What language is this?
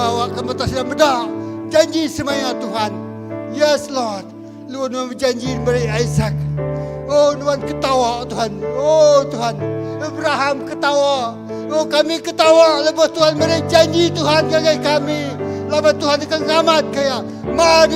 Iban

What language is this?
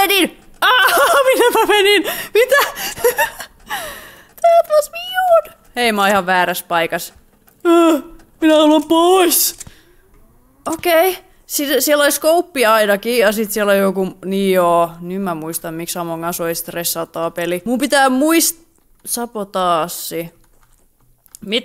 Finnish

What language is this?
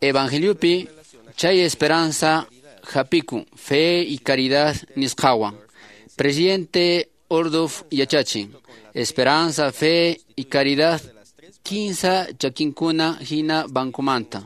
Quechua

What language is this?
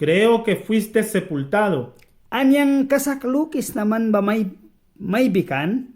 Mískito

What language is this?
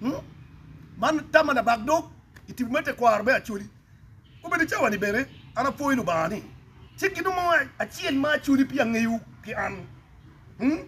Acoli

